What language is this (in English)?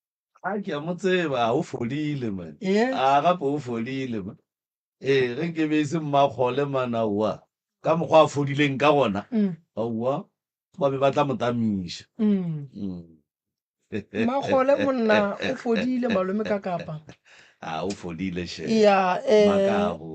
Northern Sotho